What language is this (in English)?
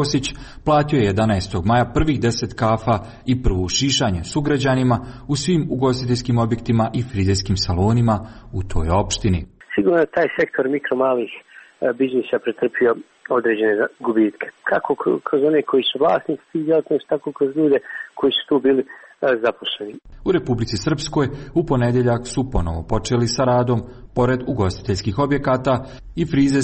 Serbian